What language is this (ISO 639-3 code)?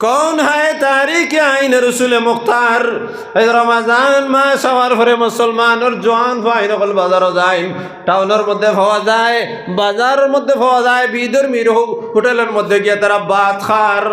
syl